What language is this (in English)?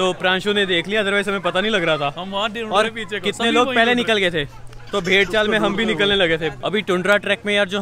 Hindi